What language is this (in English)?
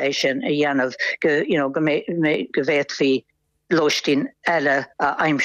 Irish